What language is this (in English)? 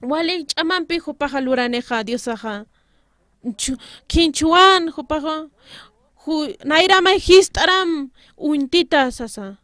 Aymara